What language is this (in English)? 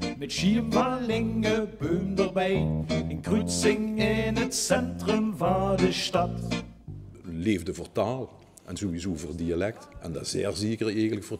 Limburgish